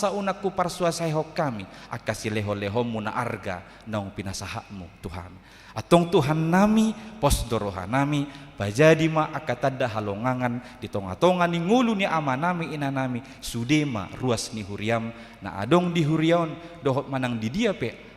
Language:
Batak Toba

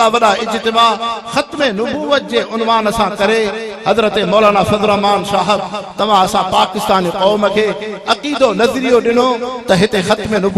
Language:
Sindhi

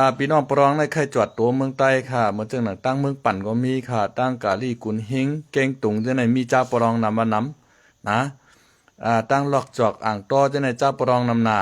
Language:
Shan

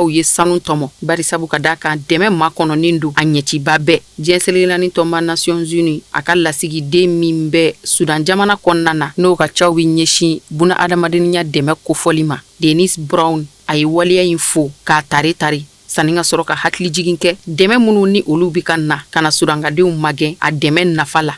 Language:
Bambara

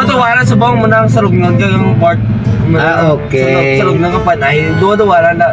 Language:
Hiligaynon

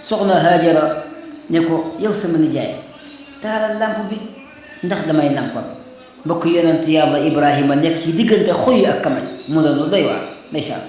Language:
Wolof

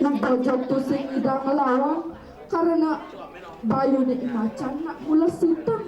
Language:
Balinese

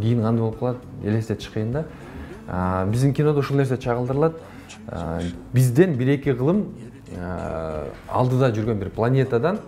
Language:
Kyrgyz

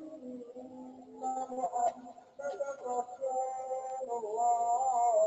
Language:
Kabyle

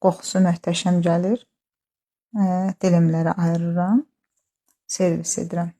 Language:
Azerbaijani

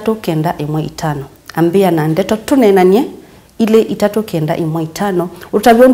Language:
Kamba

